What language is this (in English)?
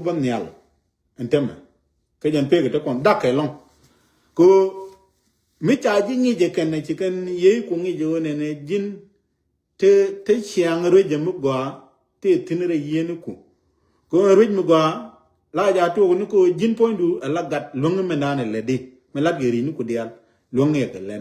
Nuer